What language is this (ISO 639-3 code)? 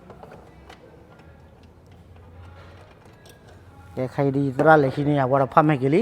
ksw